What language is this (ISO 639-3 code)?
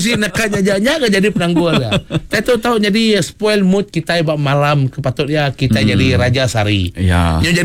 iba